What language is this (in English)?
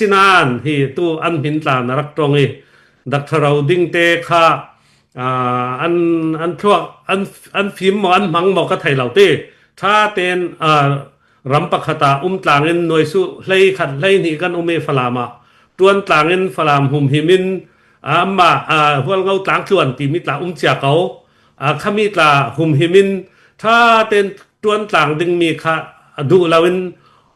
Falam Chin